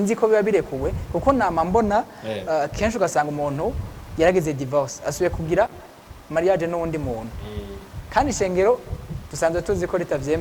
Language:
Rundi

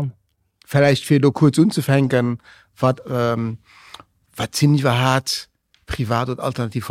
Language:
Luxembourgish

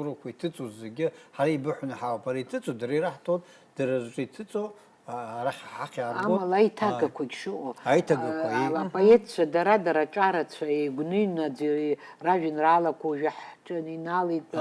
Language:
Abkhazian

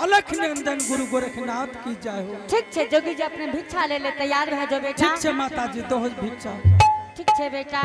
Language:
Angika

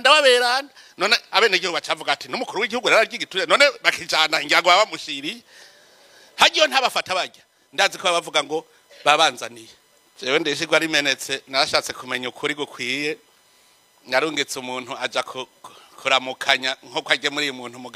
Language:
Rundi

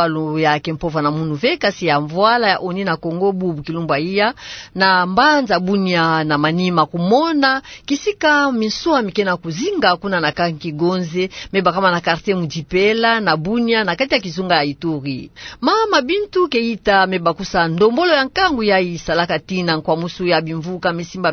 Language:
Kituba (Democratic Republic of Congo)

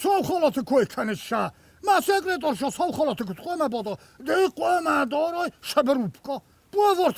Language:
Ossetic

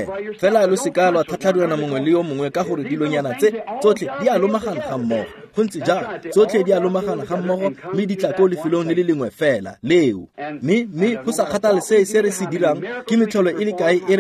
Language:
Tswana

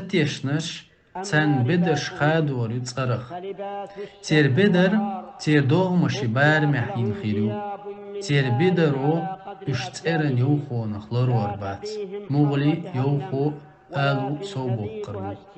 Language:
Chechen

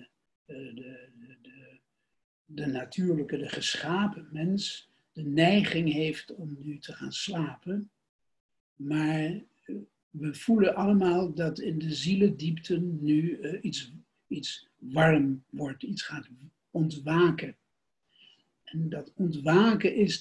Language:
Dutch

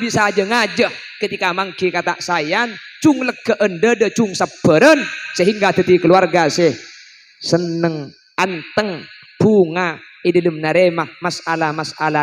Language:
Madurese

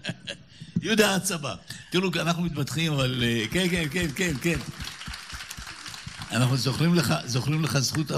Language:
Hebrew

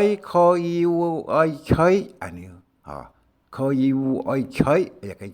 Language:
Hakka Chinese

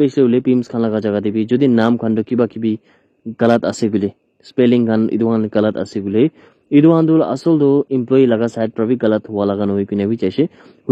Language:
Naga Pidgin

